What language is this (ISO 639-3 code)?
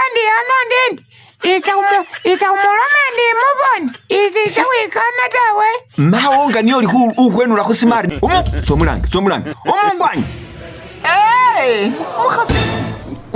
myx